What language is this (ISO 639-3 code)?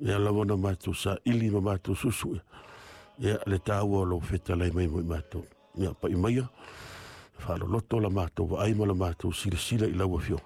smo